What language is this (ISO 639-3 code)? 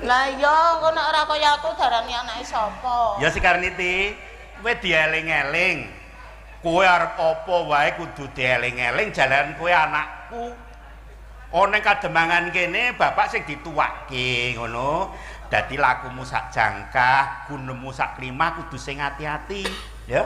jav